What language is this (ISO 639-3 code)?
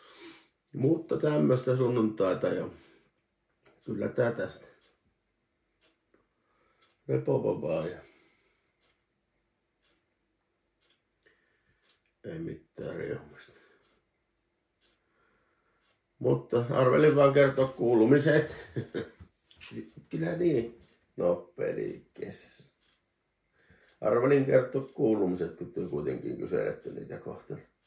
fin